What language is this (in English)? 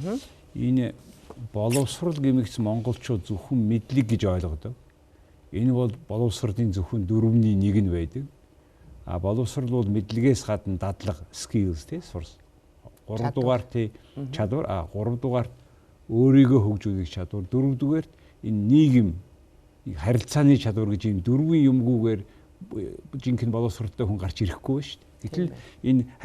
Mongolian